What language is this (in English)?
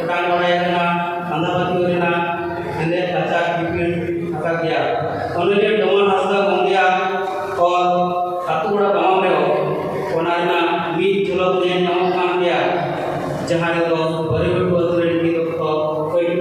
Santali